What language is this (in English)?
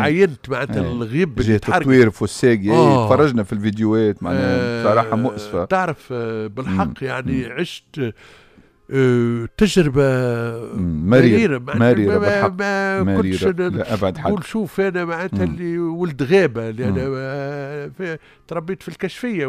Tunisian Arabic